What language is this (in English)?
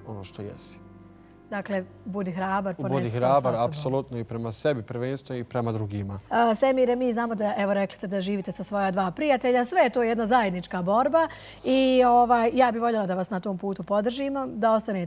Bosnian